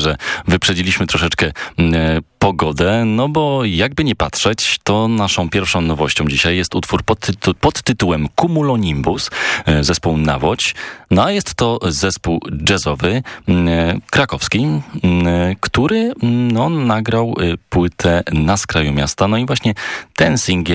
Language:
Polish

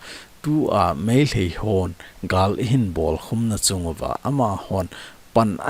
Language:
Thado Chin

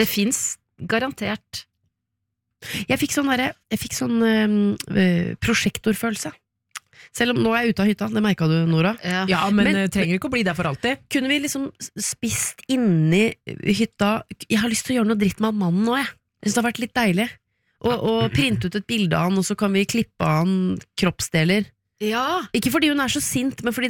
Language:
Norwegian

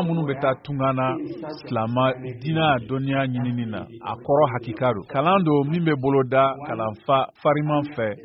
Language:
Bambara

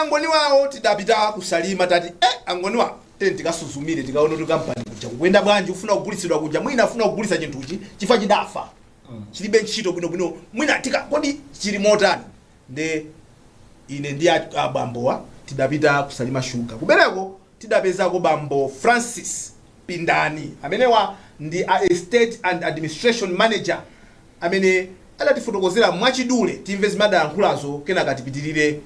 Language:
Nyanja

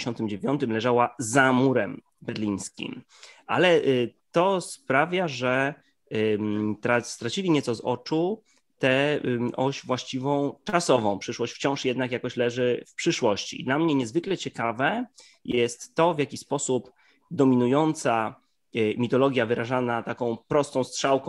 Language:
Polish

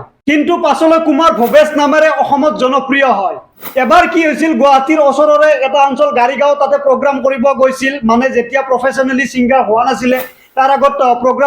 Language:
Assamese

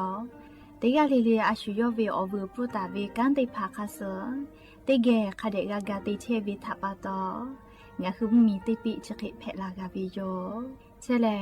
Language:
Lahu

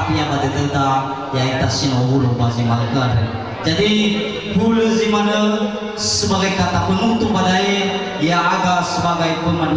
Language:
Nias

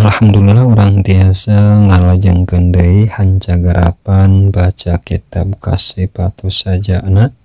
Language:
Sundanese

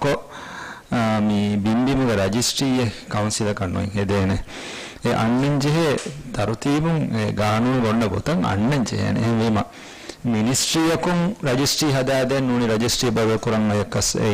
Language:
Divehi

